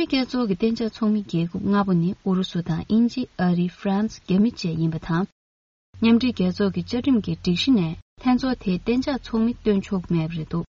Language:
Tibetan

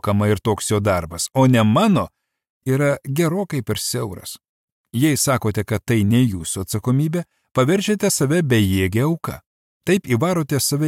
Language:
Lithuanian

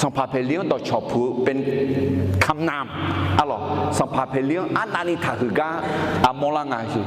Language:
Akha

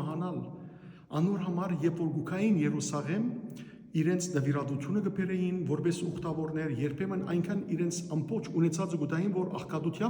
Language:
Western Armenian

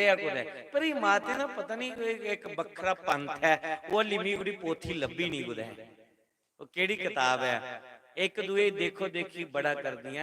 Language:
Dogri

